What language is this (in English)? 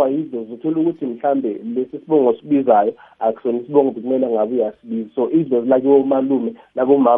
South Ndebele